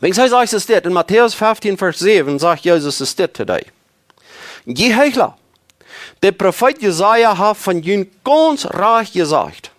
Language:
Plautdietsch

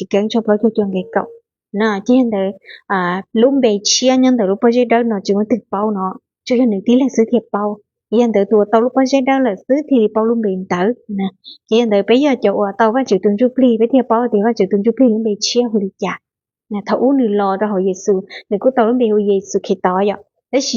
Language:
Hmong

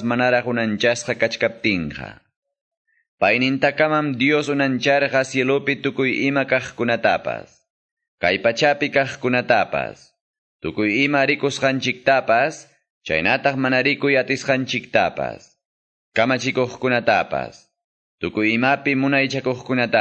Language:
Quechua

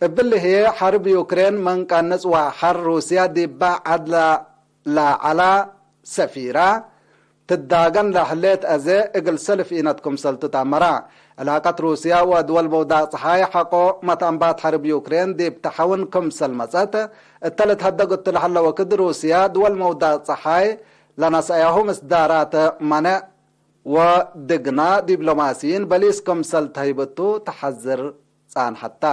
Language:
Tigre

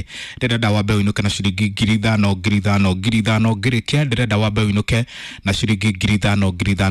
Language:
Kikuyu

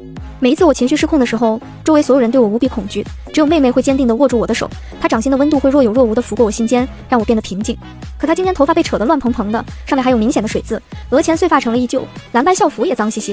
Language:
Chinese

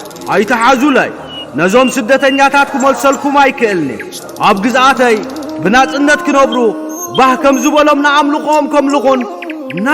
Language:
Tigrinya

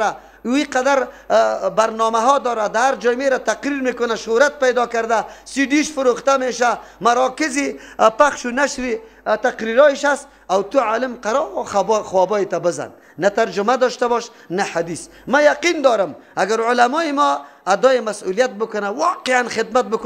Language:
Persian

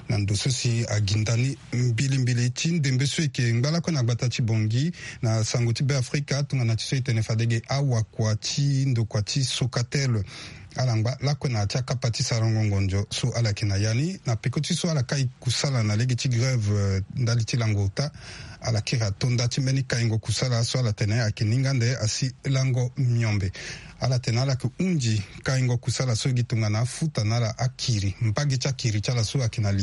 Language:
Sango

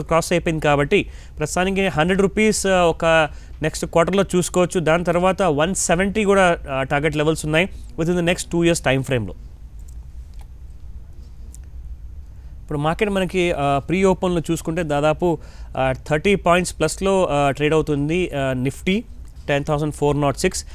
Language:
Telugu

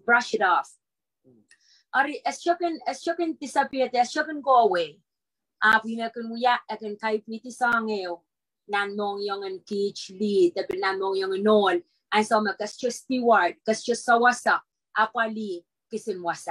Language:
Pohnpeian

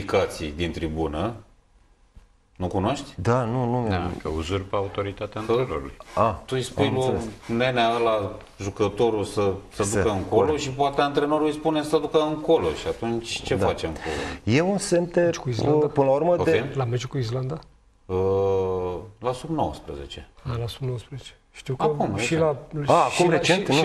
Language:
Romanian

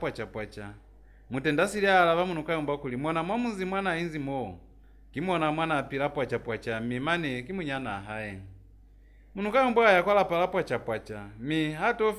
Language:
Lozi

